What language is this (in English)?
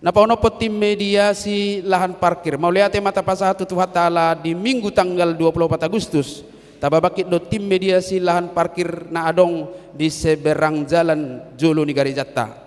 Batak Toba